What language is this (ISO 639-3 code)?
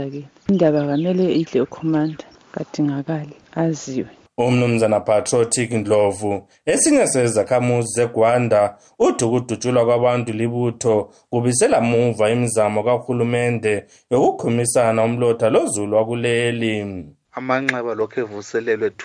nde